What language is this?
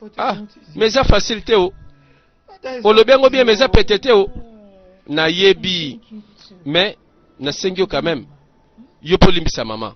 Lingala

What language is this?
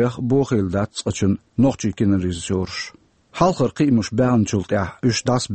Chechen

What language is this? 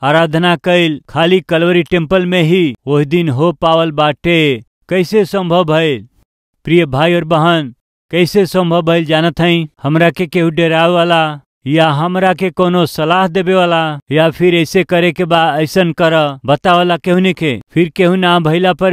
Bhojpuri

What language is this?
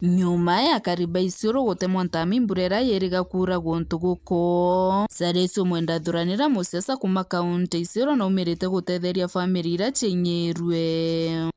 Meru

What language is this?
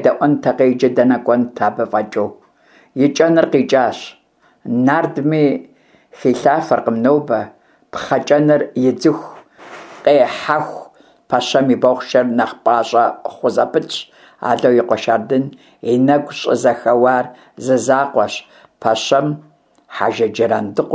Kabardian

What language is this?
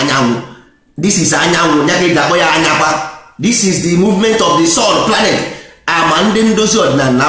Igbo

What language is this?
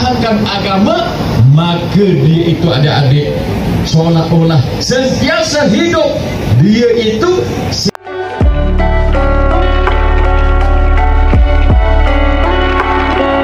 Malay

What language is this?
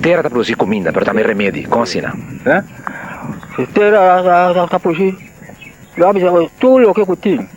Papiamento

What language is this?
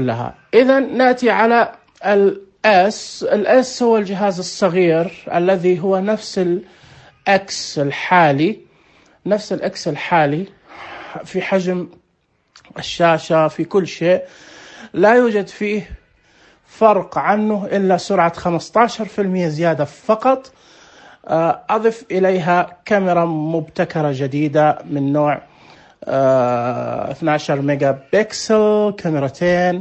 Najdi Arabic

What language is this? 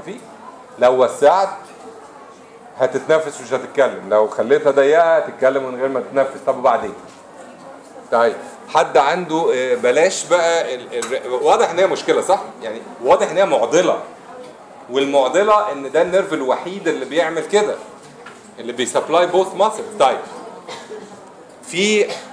Egyptian Arabic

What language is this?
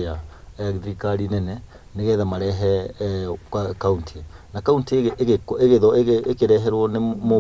Kikuyu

